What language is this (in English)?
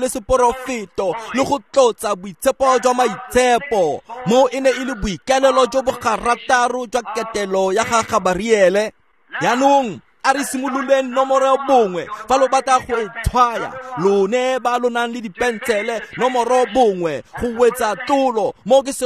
Tswana